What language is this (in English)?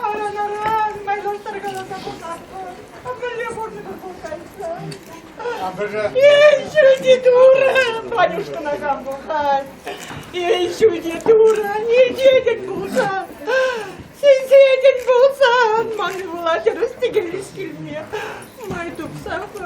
Chuvash